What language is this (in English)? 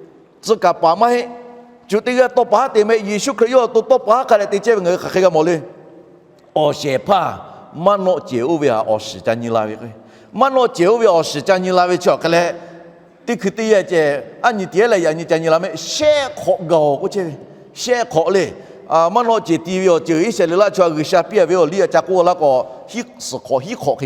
Lahu